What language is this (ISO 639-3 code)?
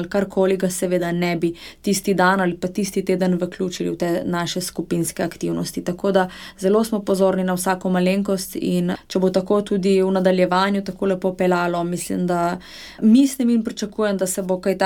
slv